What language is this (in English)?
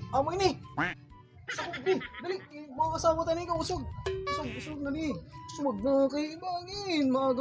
Waray